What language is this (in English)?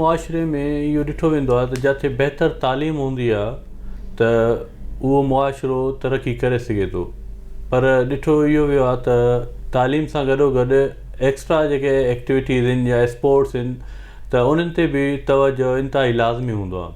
Sindhi